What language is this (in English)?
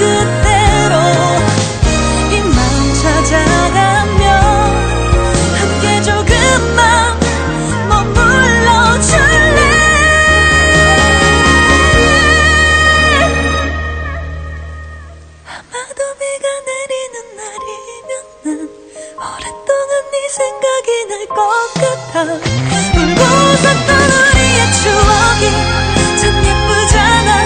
Korean